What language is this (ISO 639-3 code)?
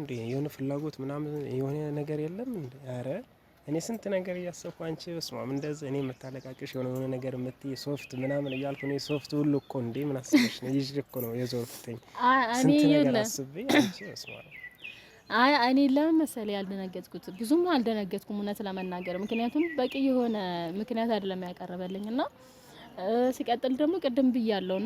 amh